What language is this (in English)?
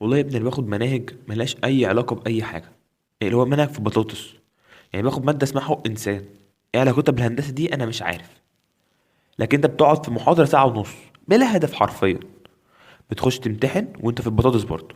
Egyptian Arabic